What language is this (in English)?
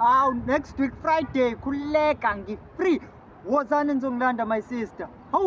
Zulu